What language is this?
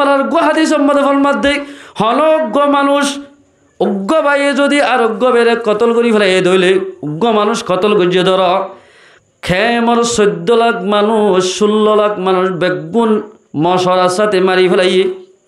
Rohingya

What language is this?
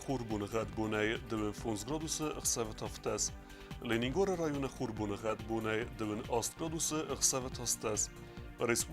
Ossetic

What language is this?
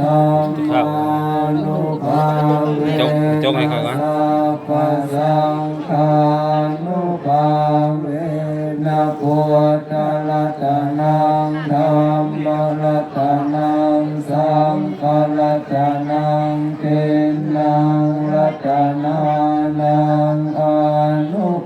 Pali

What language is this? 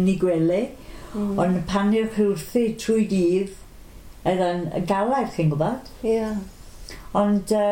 Welsh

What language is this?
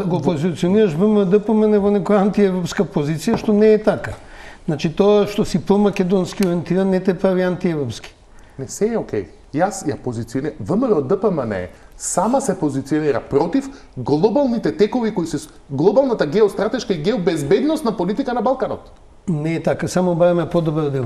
Macedonian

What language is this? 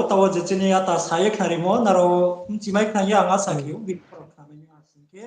Riang (India)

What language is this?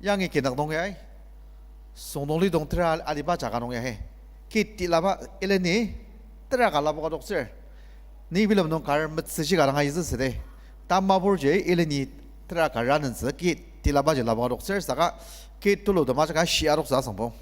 Ao Naga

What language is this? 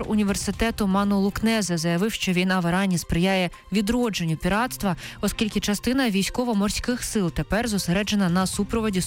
Ukrainian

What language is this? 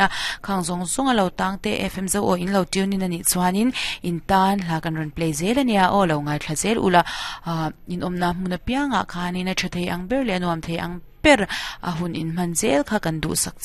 Mizo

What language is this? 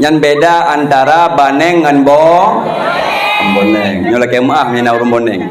Achinese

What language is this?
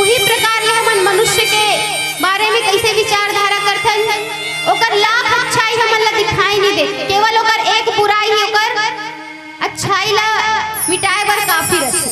Chhattisgarhi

